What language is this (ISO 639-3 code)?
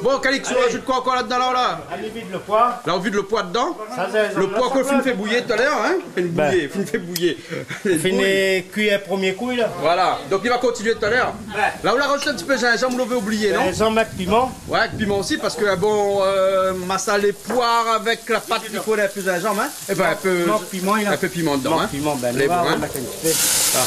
rcf